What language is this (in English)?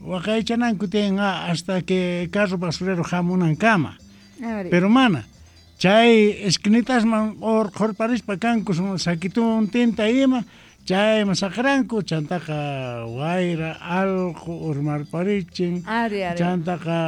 South Bolivian Quechua